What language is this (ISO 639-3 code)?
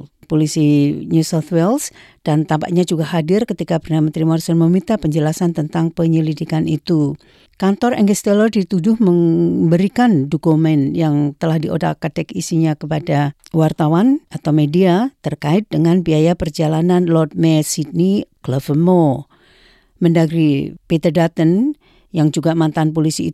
ind